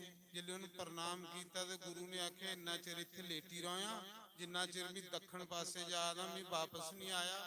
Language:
Dogri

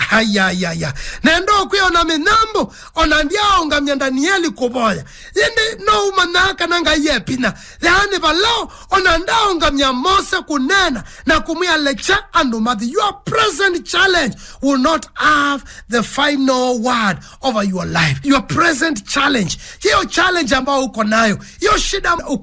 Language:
Kamba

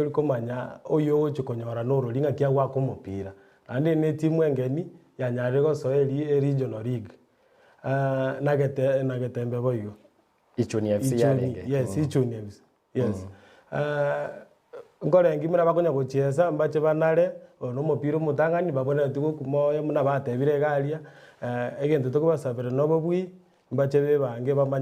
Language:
Gusii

